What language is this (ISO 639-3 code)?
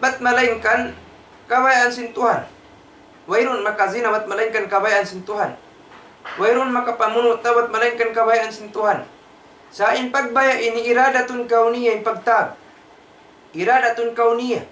tsg